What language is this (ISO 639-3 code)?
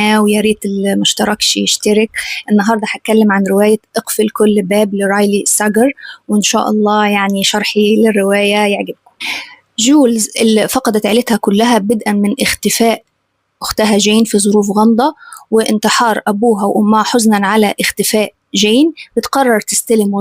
arz